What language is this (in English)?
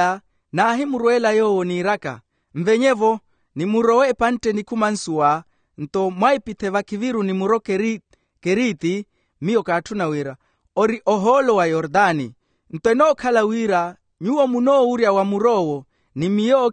Makhuwa